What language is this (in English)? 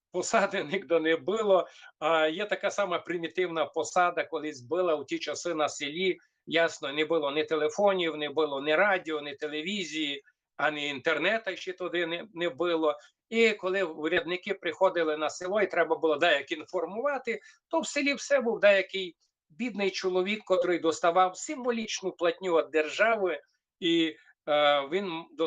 Rusyn